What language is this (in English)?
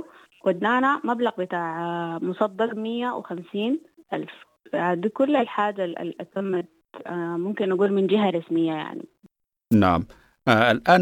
Sudanese Arabic